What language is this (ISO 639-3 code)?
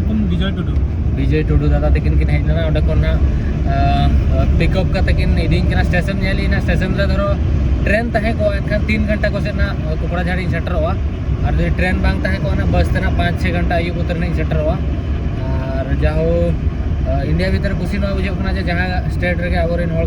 sat